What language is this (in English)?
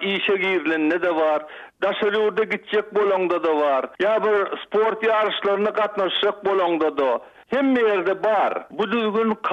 Turkmen